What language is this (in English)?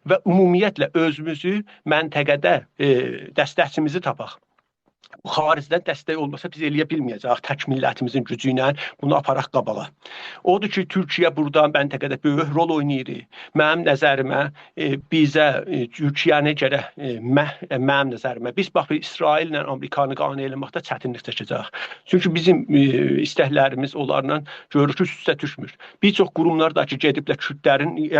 South Azerbaijani